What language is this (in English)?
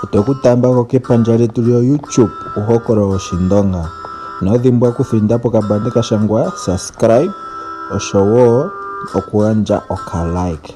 Ndonga